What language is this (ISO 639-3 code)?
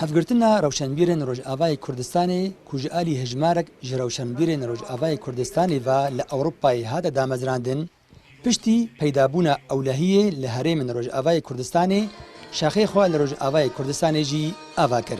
kur